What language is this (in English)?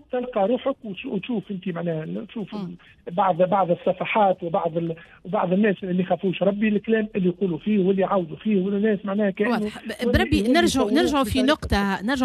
Tunisian Arabic